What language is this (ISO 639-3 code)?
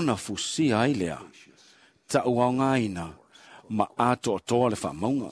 smo